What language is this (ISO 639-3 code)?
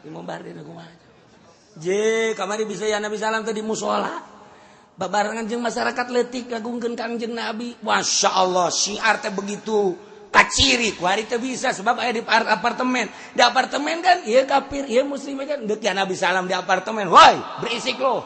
sun